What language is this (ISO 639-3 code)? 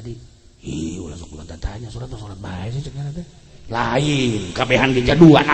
sun